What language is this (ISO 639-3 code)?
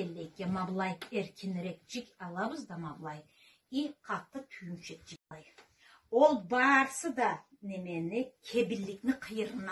krc